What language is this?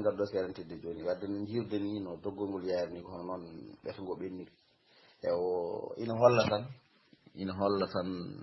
Fula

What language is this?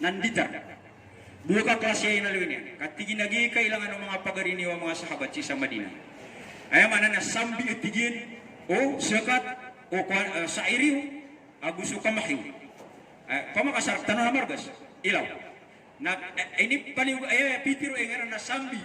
Maranao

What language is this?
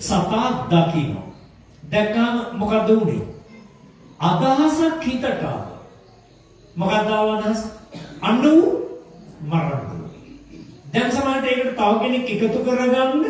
Sinhala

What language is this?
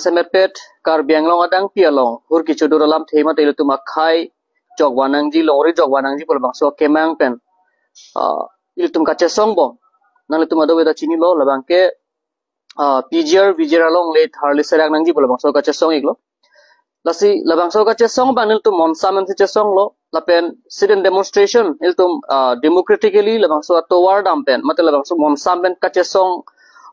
Karbi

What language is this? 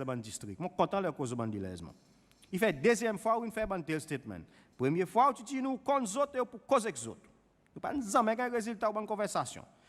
Seselwa Creole French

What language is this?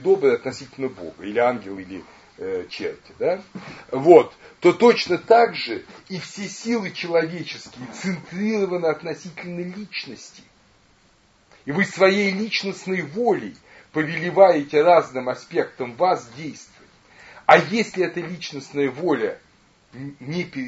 Russian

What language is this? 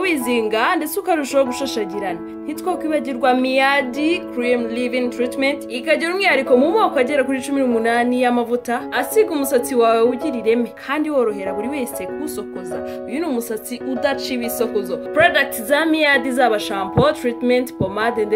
Kinyarwanda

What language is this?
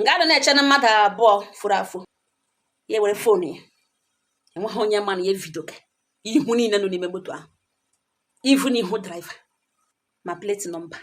Igbo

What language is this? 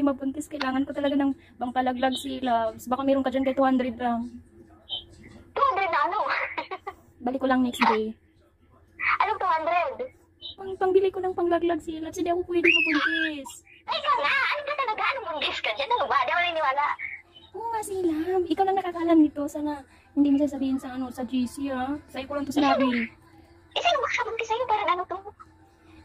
Filipino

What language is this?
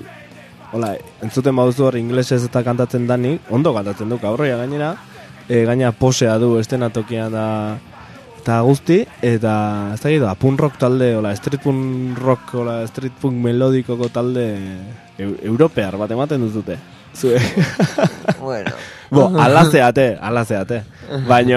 Basque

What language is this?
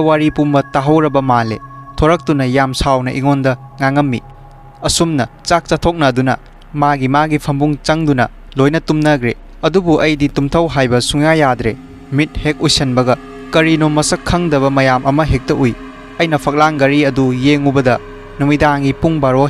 Manipuri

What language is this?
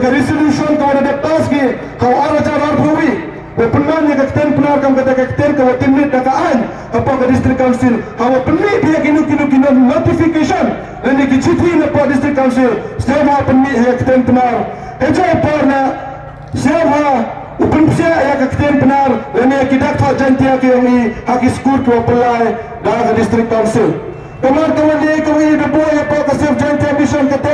Khasi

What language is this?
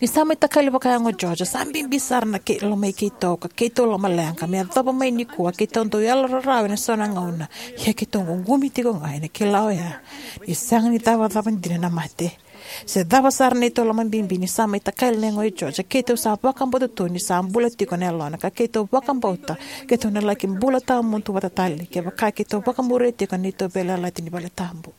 Fijian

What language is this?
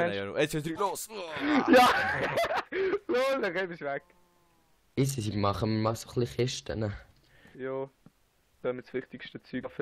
Swiss German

